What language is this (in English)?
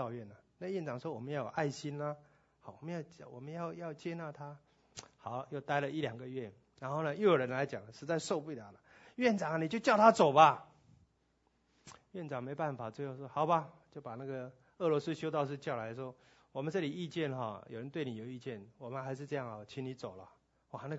Chinese